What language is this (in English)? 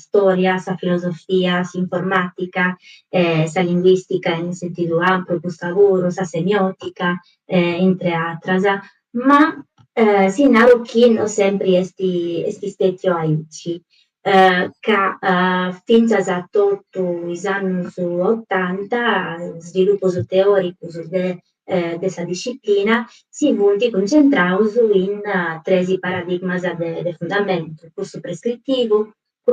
Sardinian